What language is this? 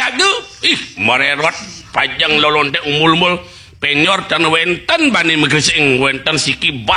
Balinese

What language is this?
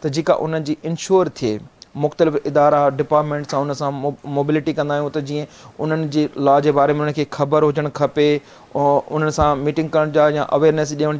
Sindhi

